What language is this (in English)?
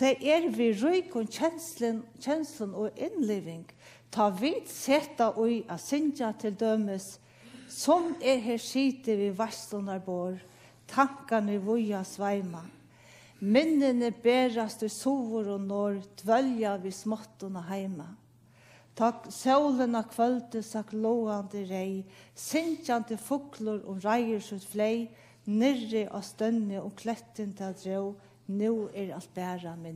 Faroese